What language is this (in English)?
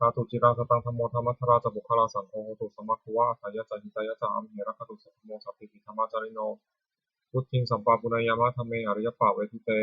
Pali